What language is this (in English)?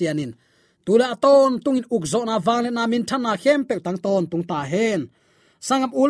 Tedim Chin